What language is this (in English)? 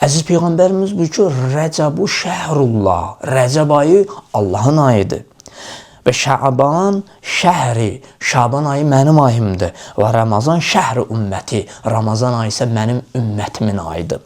Azerbaijani